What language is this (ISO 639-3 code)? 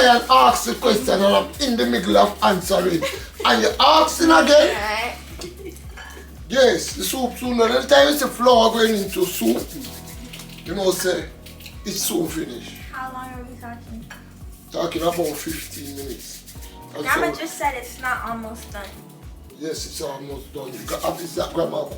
jam